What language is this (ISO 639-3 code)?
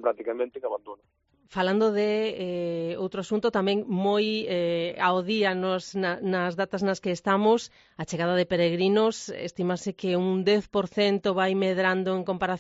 glg